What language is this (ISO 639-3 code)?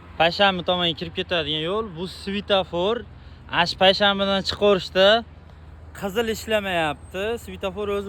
uzb